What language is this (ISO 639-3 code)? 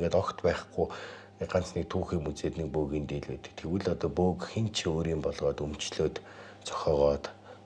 mon